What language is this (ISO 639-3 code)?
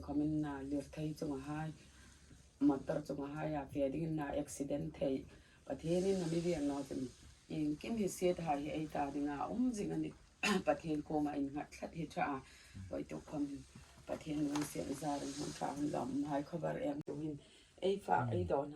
hmr